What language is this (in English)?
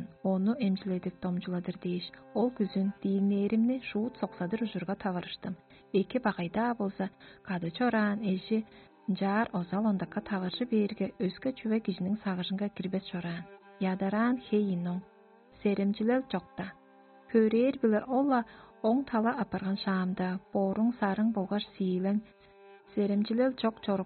Tuvinian